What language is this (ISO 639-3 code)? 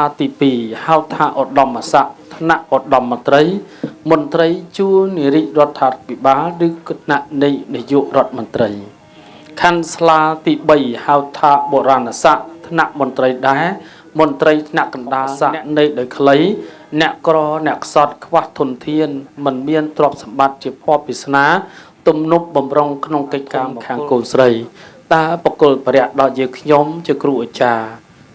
khm